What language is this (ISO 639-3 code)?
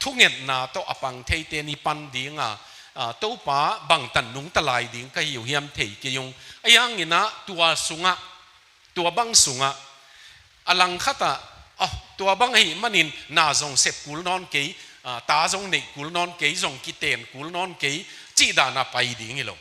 ctd